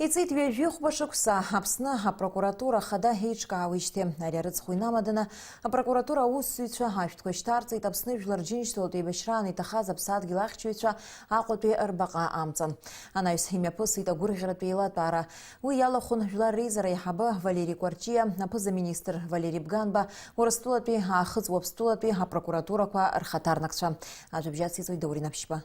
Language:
Abkhazian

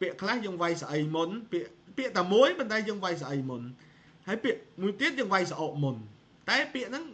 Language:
Khmer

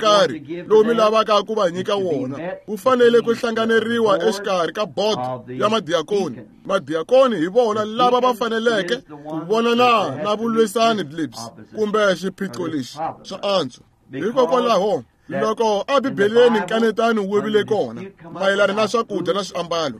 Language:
Tsonga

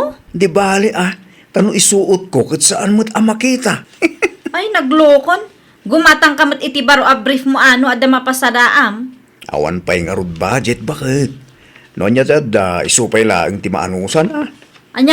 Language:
Iloko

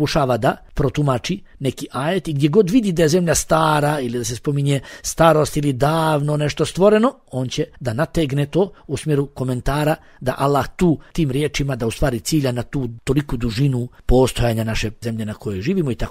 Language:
Bosnian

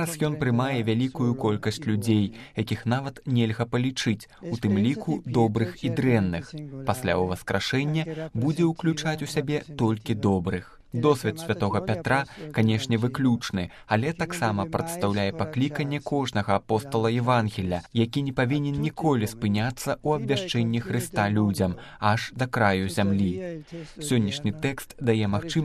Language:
Belarusian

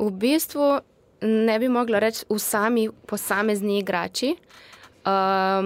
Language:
Slovenian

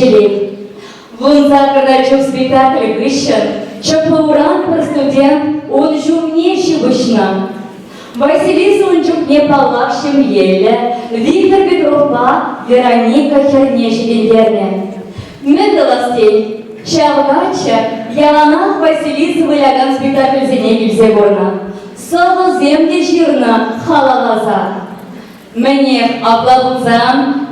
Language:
Chuvash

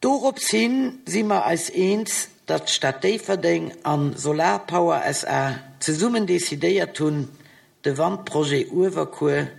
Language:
Luxembourgish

